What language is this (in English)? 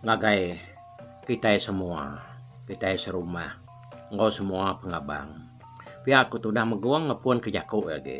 Iban